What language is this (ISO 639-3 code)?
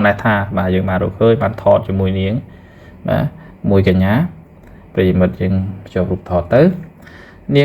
khm